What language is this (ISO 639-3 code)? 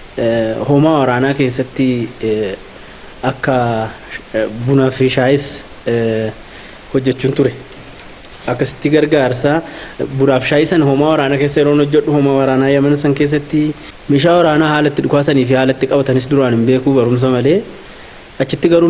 orm